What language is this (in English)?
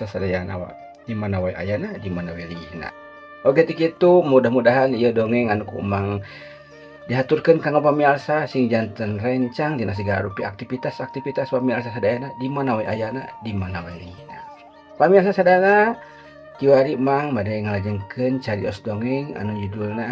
Sundanese